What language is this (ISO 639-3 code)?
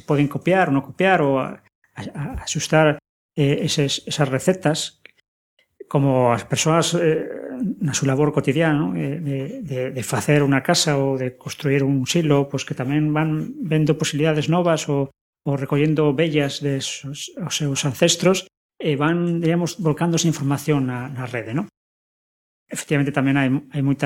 glg